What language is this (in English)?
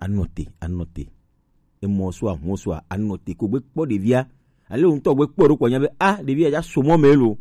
Gen